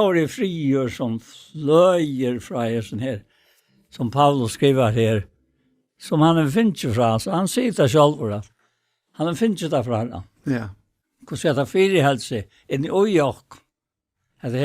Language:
Faroese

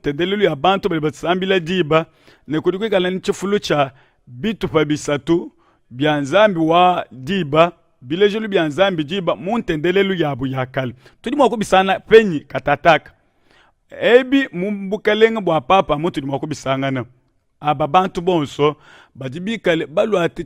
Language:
Luba-Lulua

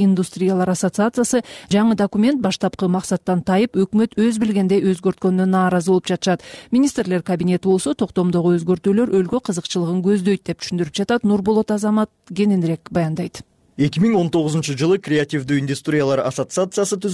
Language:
Kyrgyz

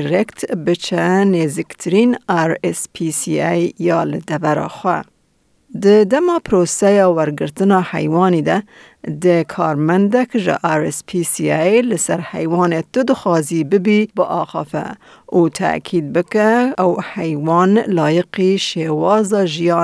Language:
Kurdish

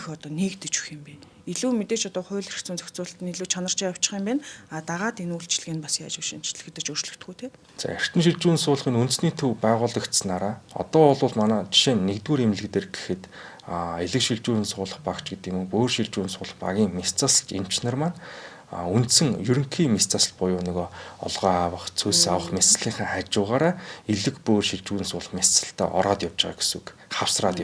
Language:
Mongolian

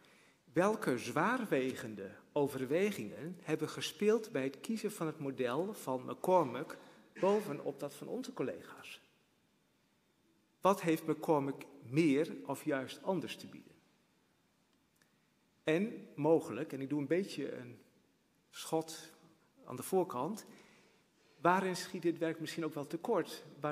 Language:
Dutch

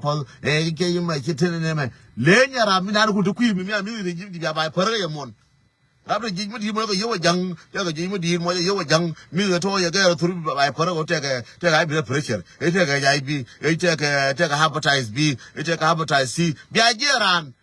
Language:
Nuer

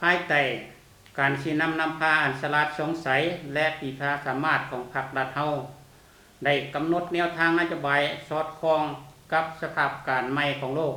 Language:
Lao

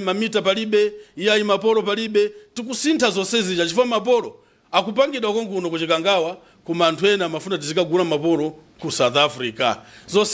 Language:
Nyanja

